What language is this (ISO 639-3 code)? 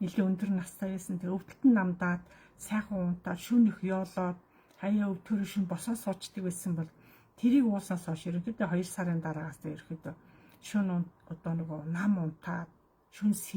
mon